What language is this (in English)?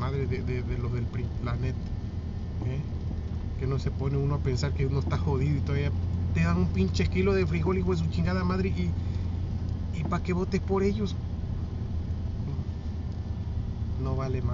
Spanish